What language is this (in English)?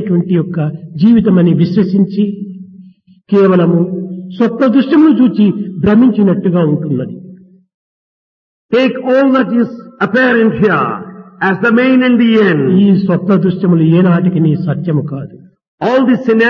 Telugu